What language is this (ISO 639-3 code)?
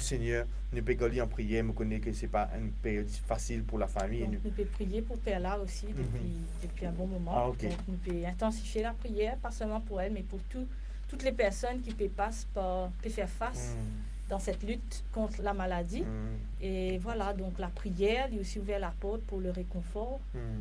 mfe